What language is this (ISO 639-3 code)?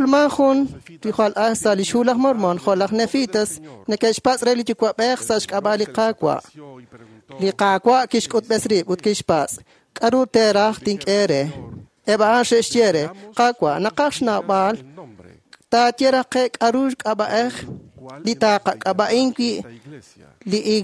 kek